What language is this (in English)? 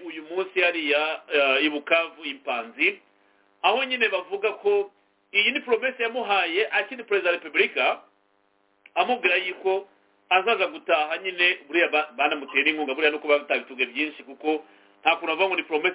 Kinyarwanda